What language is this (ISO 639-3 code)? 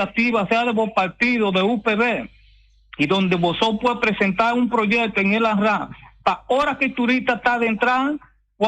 pap